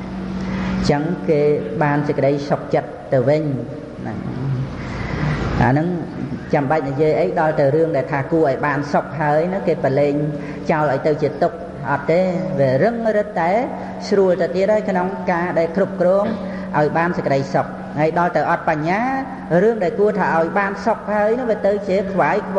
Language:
Khmer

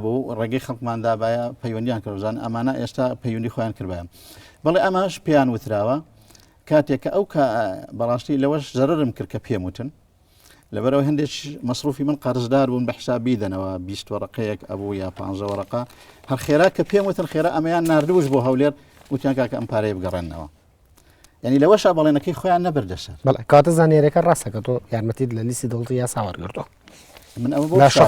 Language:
Central Kurdish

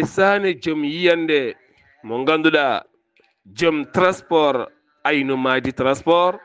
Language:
Fula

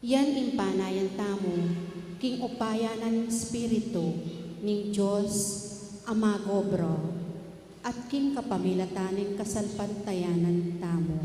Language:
Pampanga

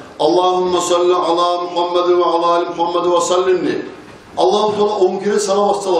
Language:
Kumyk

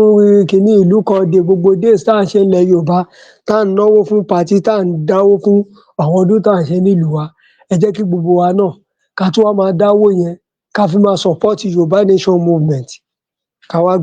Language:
Yoruba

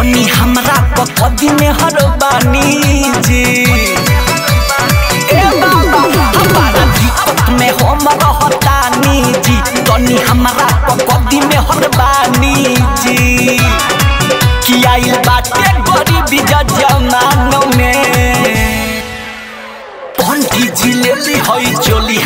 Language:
Bhojpuri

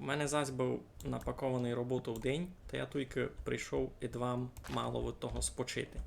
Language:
Rusyn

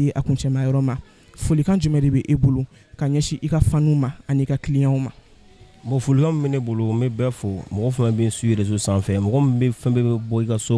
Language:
Bambara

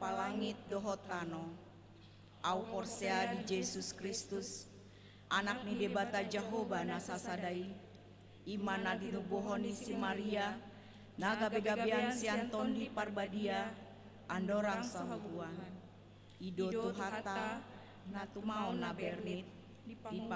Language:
Batak Toba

